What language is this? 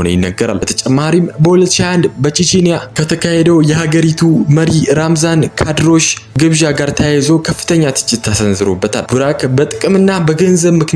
Amharic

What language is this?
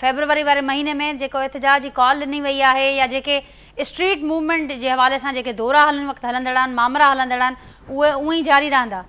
Sindhi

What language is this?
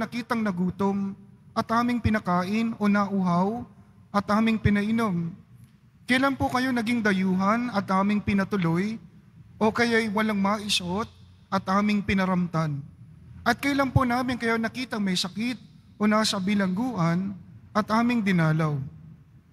Filipino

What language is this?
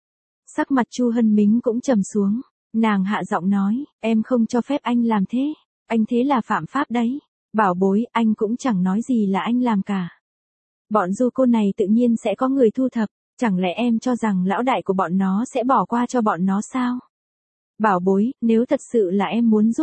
Vietnamese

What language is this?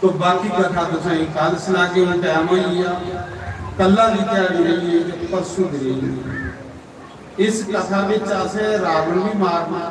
Dogri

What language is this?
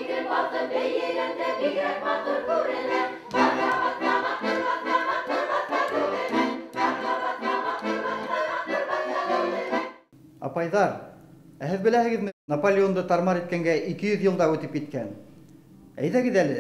Bashkir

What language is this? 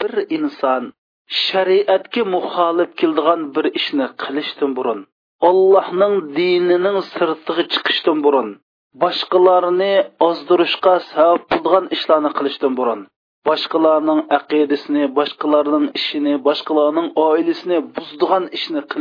Uyghur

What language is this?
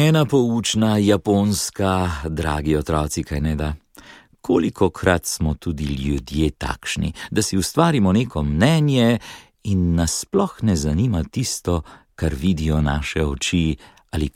Slovenian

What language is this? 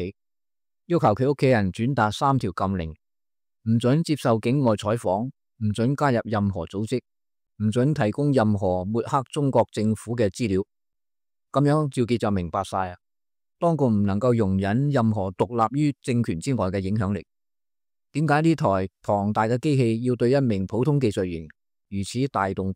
Cantonese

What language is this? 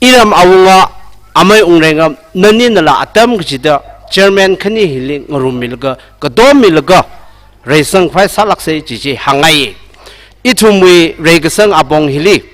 Tangkhul Naga (India)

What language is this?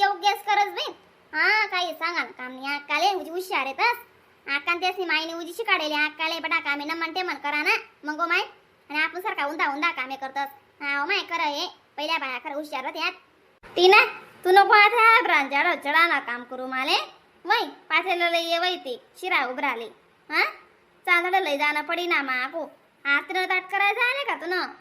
Khandesi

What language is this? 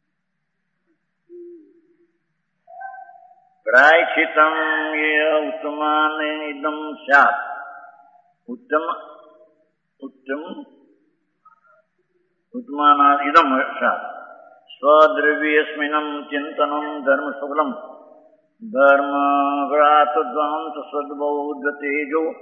Gujarati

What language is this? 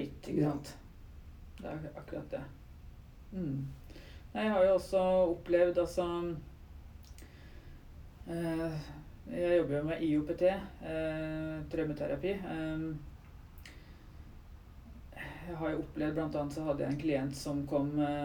Norwegian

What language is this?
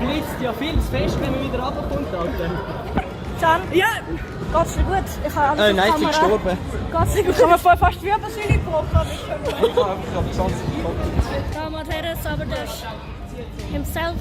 Swiss German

